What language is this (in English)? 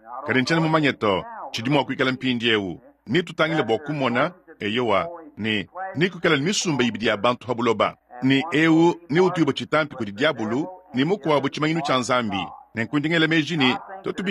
Luba-Lulua